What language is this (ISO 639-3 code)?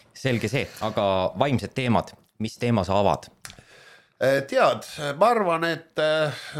est